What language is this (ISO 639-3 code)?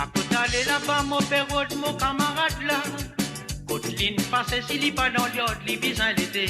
mfe